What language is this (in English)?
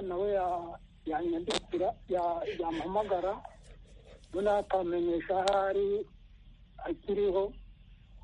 Kinyarwanda